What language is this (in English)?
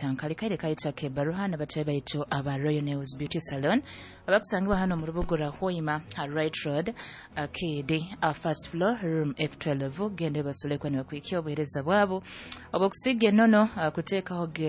Nyoro